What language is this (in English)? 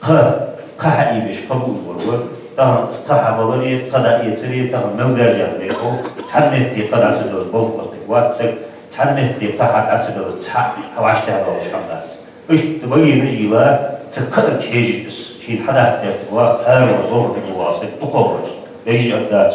Ingush